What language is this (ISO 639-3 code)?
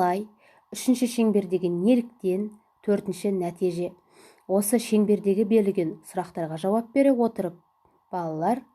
kaz